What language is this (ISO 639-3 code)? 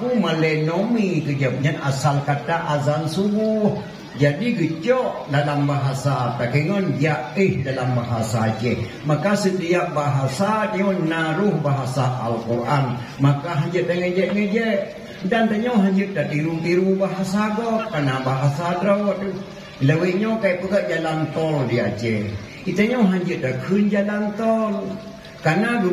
ace